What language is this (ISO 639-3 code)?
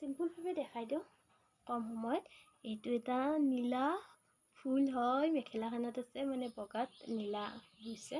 asm